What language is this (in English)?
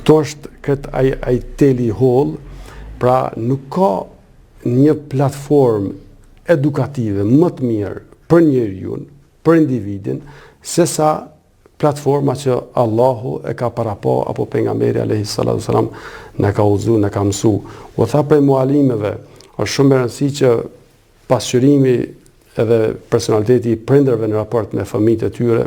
Albanian